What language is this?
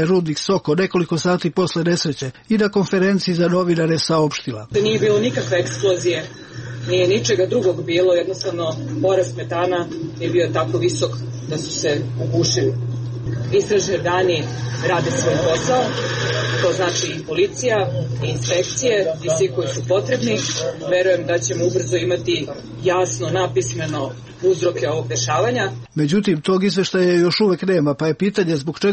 Serbian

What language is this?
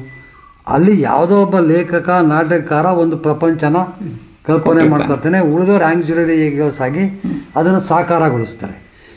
Kannada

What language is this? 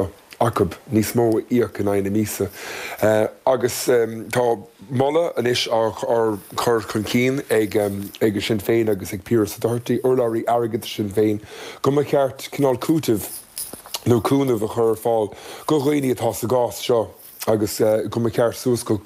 Irish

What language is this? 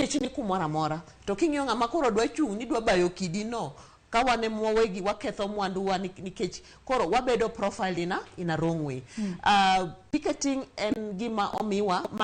Luo (Kenya and Tanzania)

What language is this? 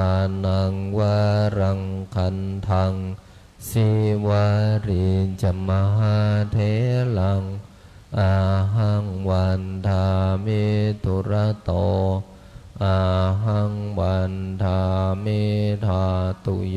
Pali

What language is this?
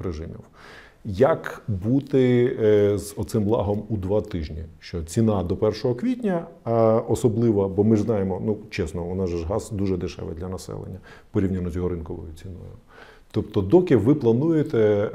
Ukrainian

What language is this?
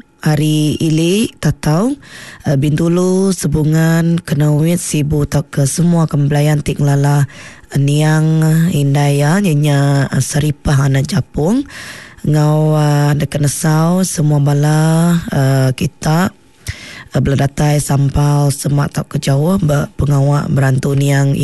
Iban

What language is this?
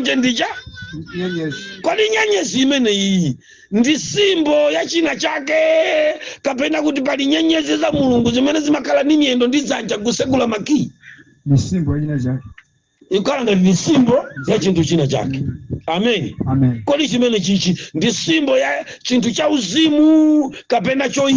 Nyanja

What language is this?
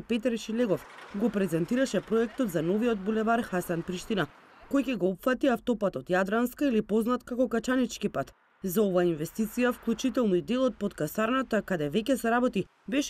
Macedonian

